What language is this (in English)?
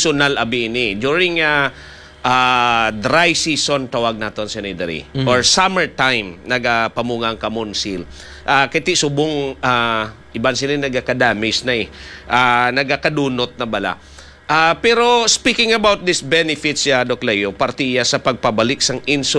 Hiligaynon